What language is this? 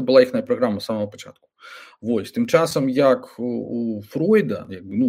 Belarusian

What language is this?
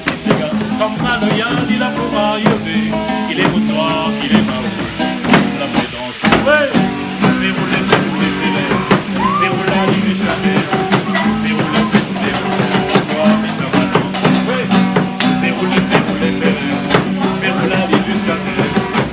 Réunion Creole French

